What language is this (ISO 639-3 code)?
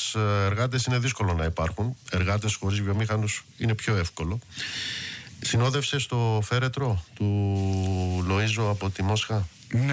ell